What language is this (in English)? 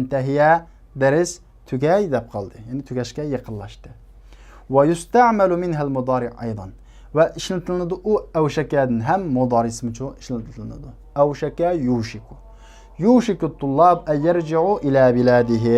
Uyghur